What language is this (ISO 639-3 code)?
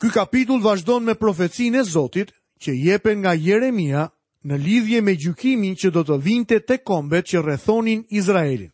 sqi